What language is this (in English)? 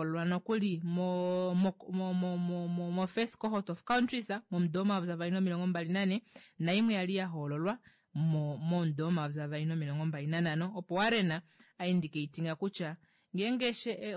Kuanyama